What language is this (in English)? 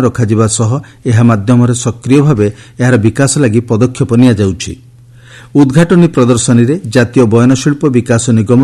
Odia